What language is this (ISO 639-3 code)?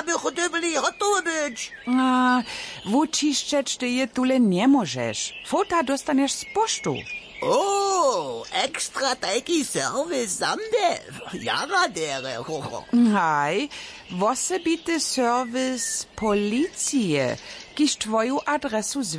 hsb